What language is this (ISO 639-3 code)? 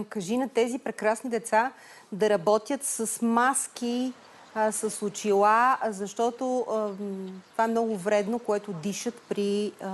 bul